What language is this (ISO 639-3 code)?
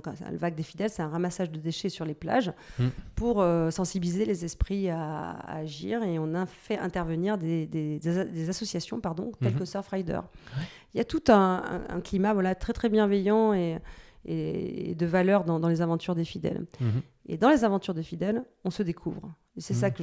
fra